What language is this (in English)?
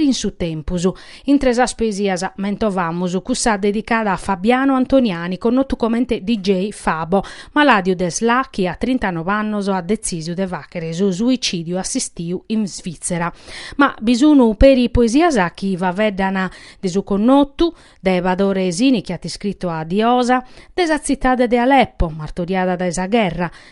Sardinian